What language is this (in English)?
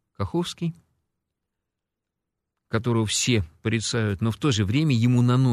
Russian